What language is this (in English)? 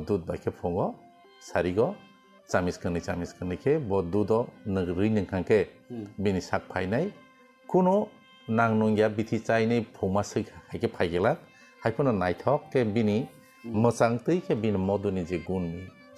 Kok Borok